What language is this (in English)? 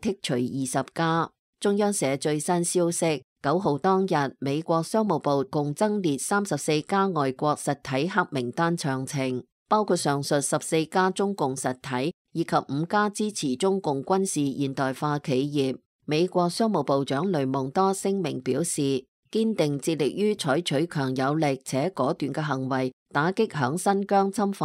Cantonese